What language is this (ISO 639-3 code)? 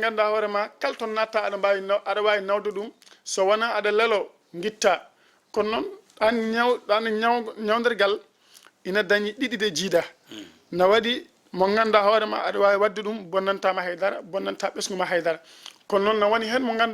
ful